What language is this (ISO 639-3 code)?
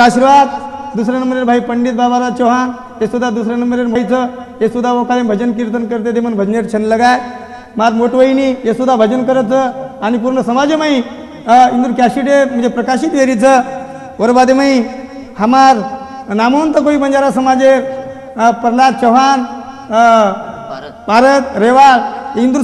lmn